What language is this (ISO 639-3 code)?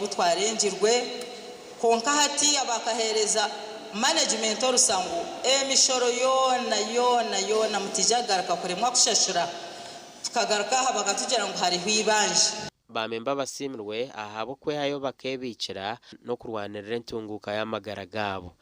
nyn